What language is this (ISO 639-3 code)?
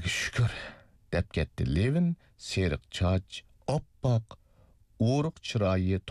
uig